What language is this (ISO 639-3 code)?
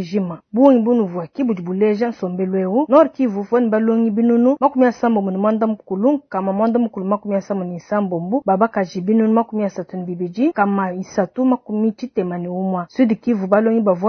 lua